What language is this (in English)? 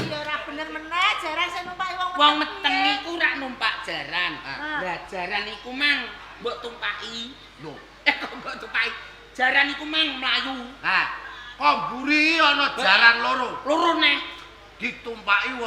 Javanese